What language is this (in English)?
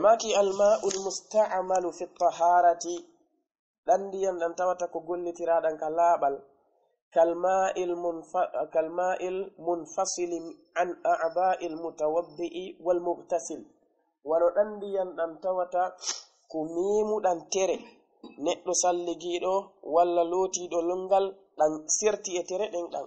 Fula